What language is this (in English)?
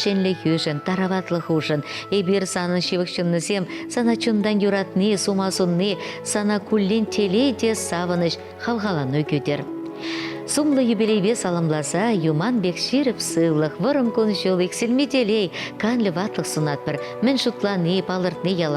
Chuvash